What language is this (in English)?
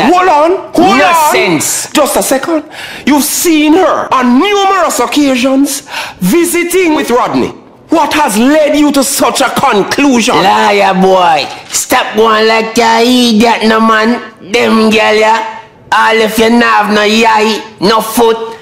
Jamaican Creole English